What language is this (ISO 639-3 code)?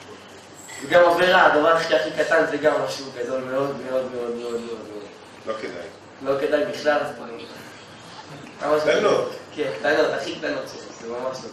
heb